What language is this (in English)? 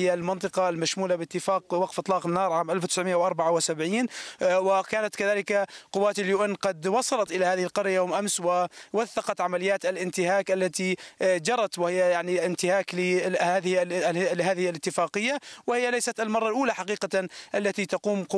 Arabic